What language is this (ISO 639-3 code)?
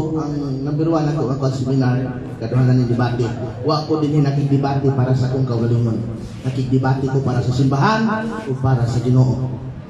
ceb